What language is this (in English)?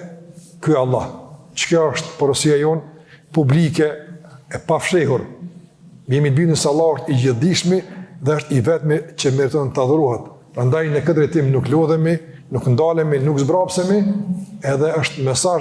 Albanian